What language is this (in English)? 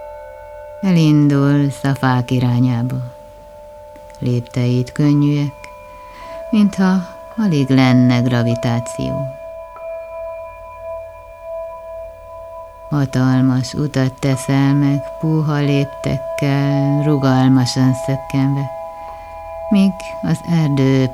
Hungarian